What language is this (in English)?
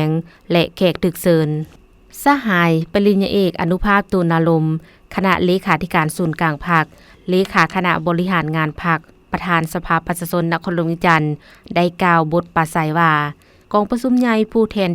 Lao